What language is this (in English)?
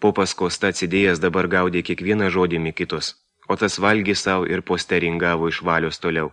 Lithuanian